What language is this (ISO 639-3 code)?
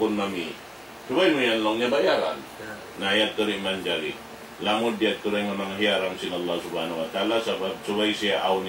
tsg